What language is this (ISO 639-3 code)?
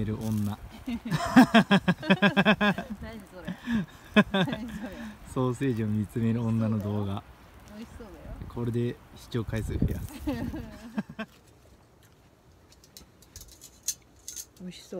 jpn